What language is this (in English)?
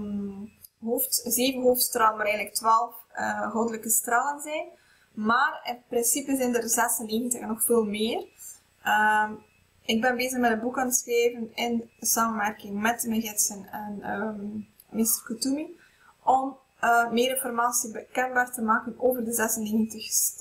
Dutch